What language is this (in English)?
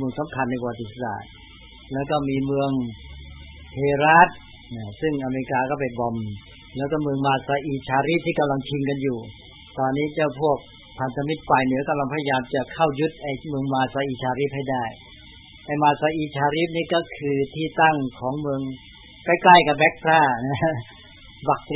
Thai